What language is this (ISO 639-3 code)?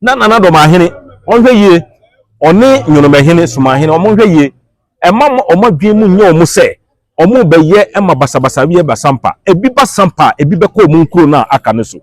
aka